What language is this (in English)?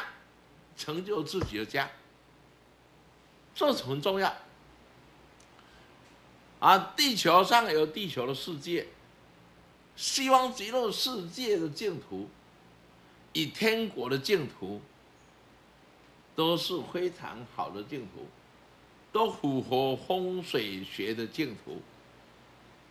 Chinese